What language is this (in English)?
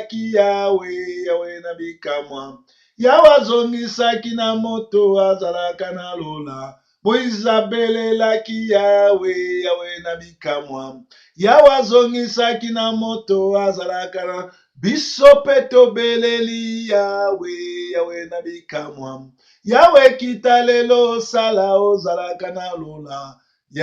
Lingala